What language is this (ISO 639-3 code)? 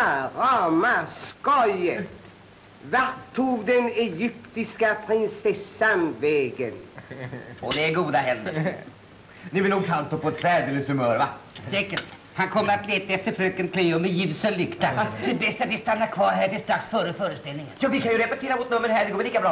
swe